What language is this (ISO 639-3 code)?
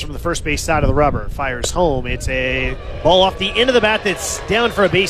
eng